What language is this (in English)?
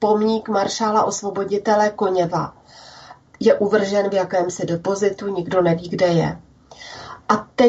Czech